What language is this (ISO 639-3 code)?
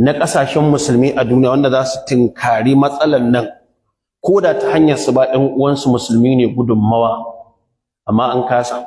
hau